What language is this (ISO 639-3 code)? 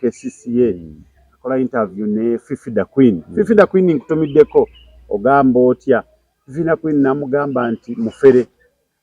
lug